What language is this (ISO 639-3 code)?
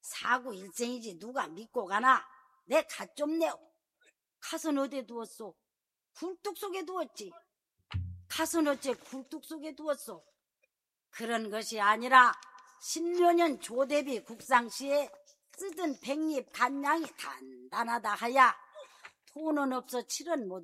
kor